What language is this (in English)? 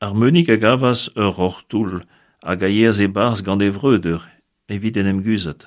Breton